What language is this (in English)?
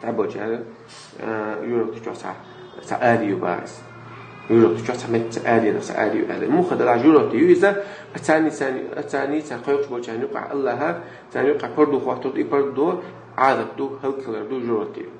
Chechen